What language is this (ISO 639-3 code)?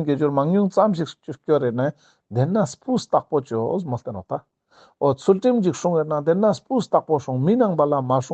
lbj